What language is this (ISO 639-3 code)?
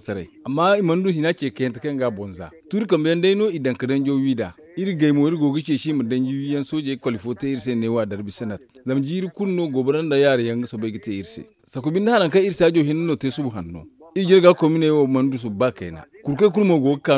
dje